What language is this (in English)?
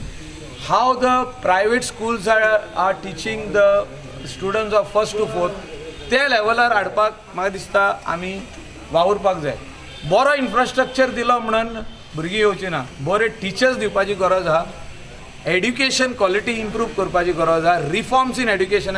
Konkani